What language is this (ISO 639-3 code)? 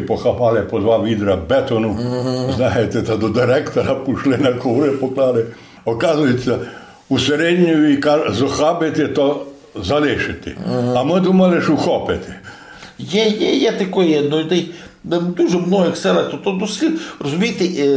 ukr